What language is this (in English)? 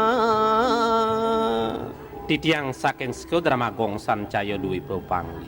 Balinese